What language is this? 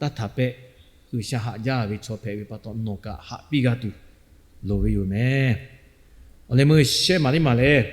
Lahu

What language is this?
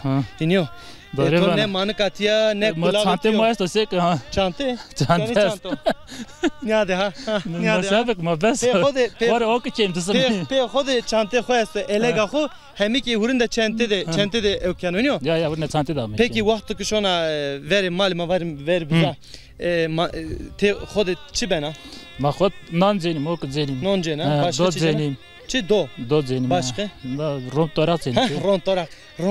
Zaza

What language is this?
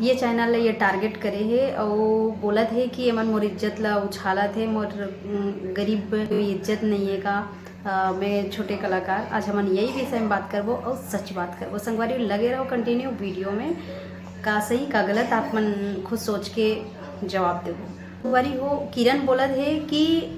Chhattisgarhi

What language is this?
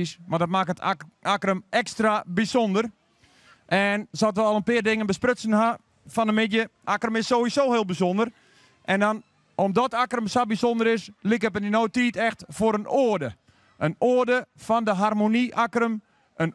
Western Frisian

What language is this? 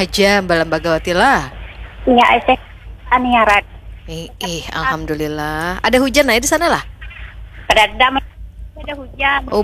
Banjar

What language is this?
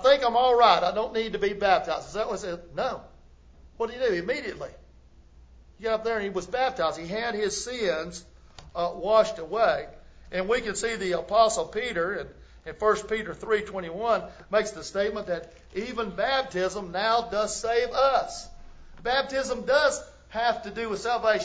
English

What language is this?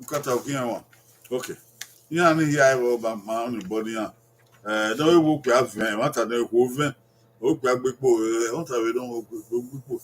Bini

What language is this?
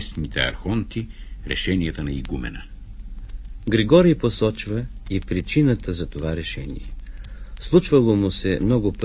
Bulgarian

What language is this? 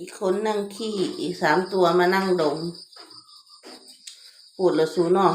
Lao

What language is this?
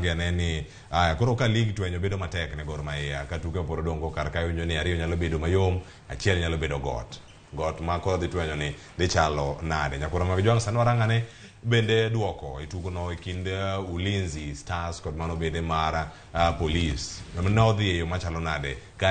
Luo (Kenya and Tanzania)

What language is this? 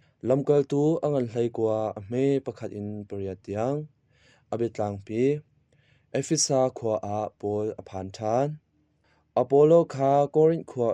Hakha Chin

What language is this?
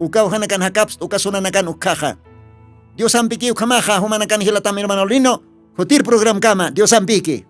Aymara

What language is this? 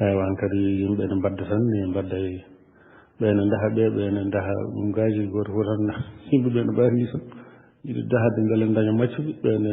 Fula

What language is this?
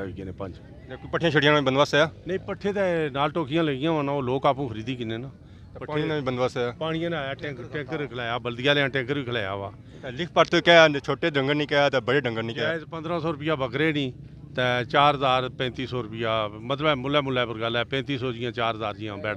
Pahari-Potwari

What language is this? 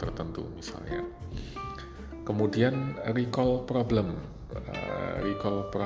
Indonesian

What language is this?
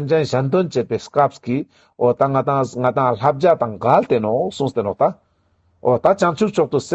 Ladakhi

